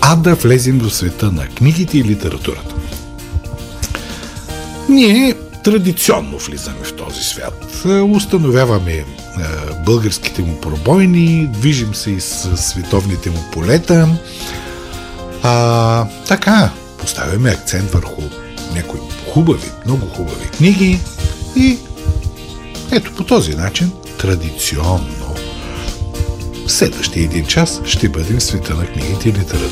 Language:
Bulgarian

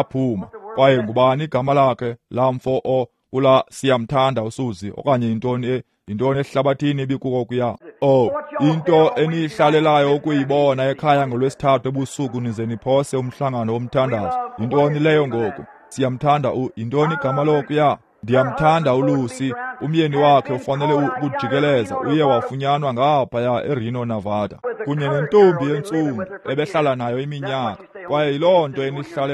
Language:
Xhosa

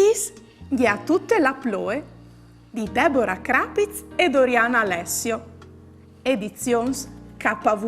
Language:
Friulian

